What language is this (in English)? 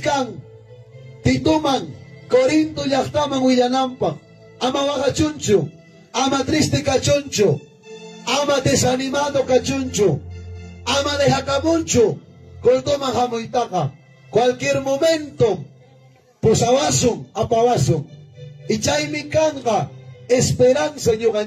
Ayacucho Quechua